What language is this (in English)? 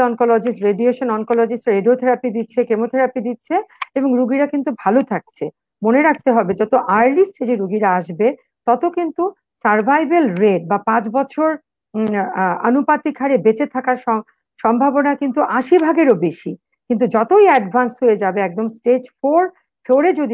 Bangla